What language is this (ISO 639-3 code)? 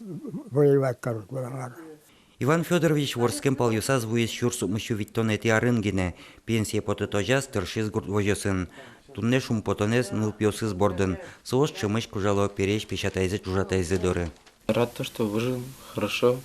udm